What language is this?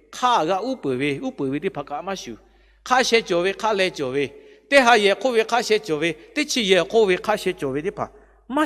Lahu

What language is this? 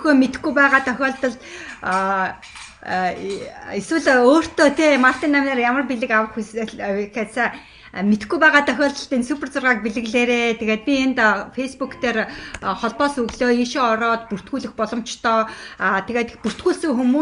Mongolian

